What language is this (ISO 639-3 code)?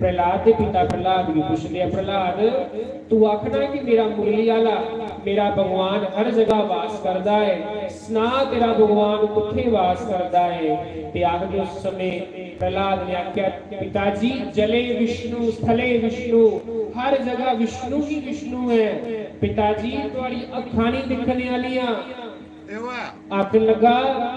doi